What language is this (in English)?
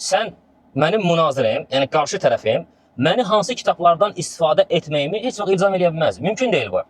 Azerbaijani